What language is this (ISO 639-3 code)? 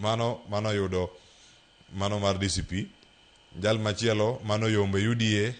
luo